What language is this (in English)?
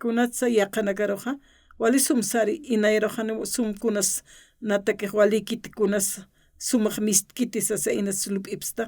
Aymara